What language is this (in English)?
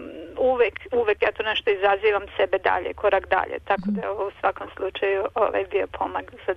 Serbian